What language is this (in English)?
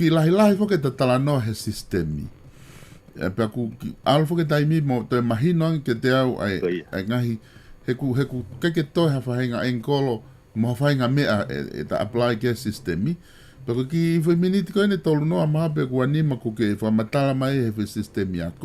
Tongan